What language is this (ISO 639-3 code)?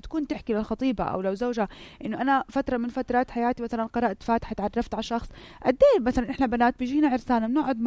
apc